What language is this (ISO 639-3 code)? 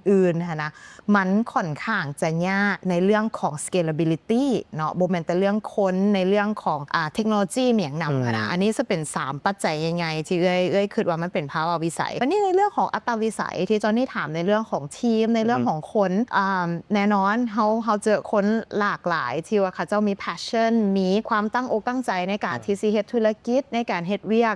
lao